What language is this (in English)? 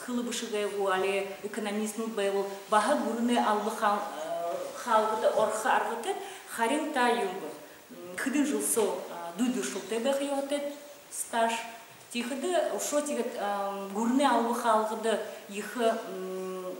Buriat